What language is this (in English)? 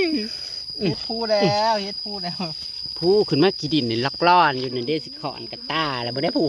Northeastern Thai